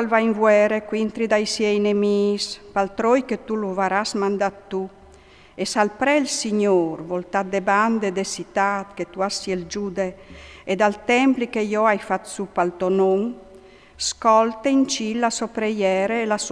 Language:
Friulian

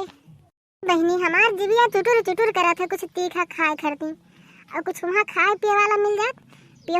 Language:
Awadhi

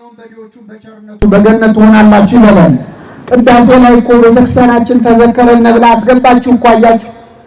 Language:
Amharic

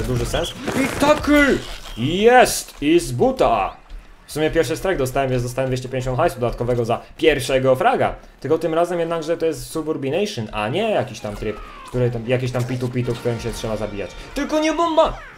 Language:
Polish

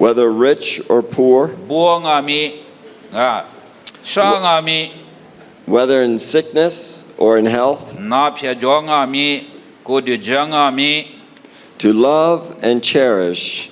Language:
Lisu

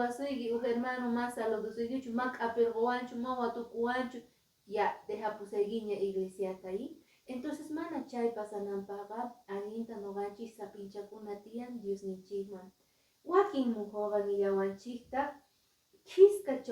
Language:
Quechua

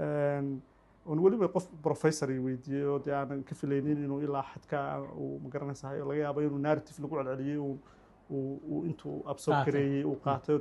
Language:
Somali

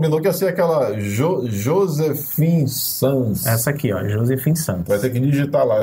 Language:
Portuguese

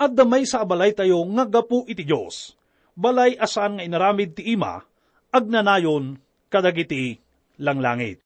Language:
Iloko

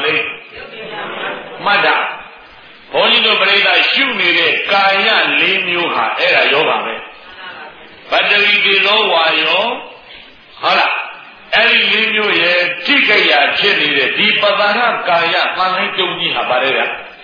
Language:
Burmese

